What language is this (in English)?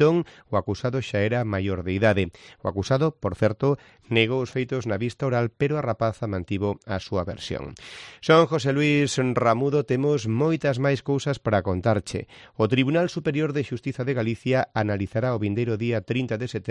Galician